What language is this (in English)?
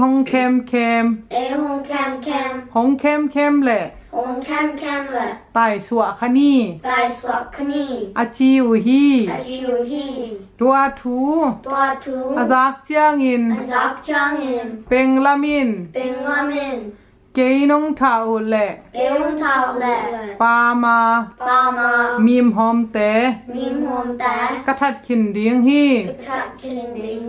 Tedim Chin